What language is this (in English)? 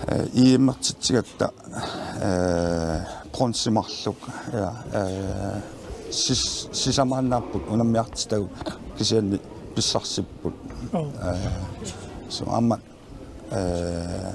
Kalaallisut